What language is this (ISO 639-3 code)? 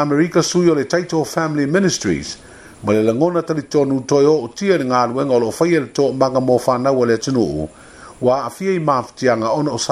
smo